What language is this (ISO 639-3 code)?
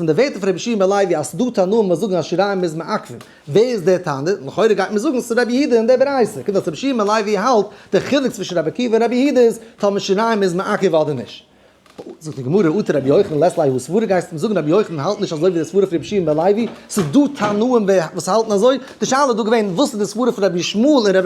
yid